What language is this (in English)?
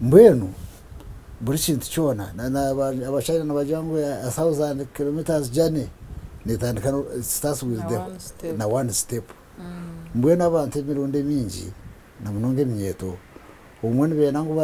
Nyankole